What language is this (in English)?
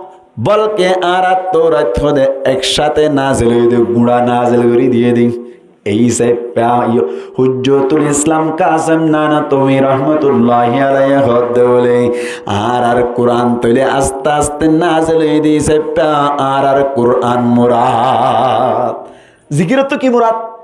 Rohingya